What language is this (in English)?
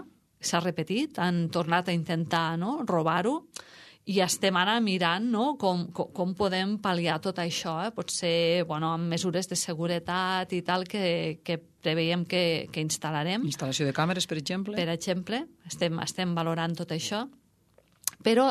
Catalan